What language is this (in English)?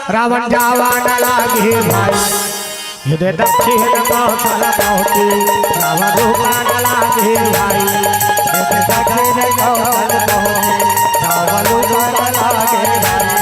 Chhattisgarhi